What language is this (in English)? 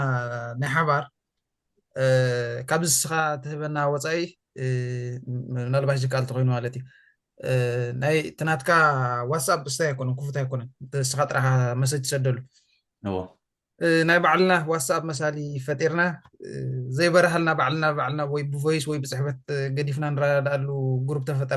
Tigrinya